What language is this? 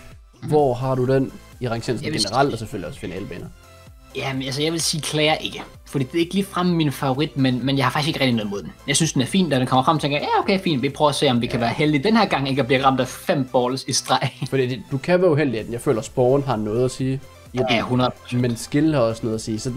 Danish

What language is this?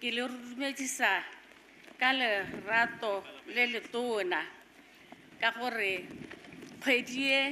Tswana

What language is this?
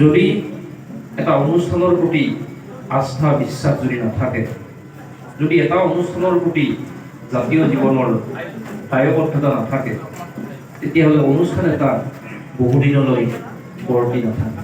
Assamese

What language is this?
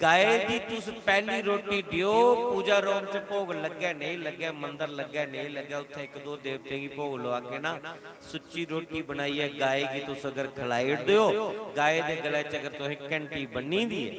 Dogri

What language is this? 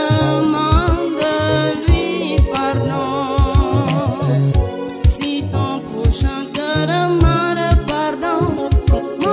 French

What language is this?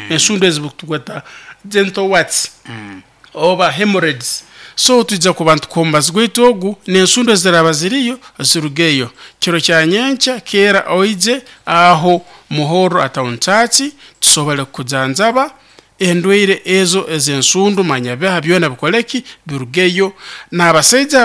Nyoro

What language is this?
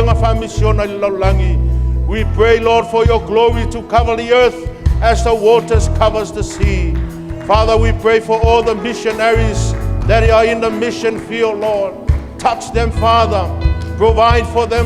Samoan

